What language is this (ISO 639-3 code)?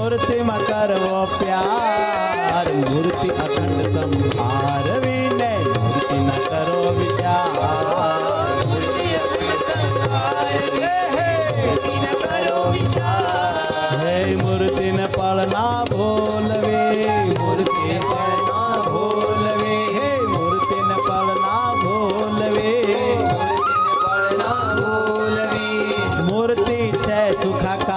guj